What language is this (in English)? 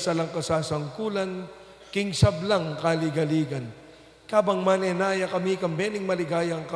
Pampanga